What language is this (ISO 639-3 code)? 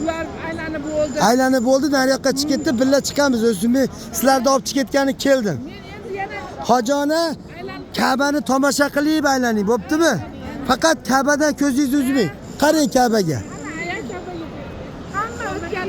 uzb